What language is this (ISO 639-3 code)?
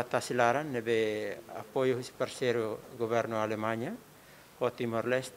tet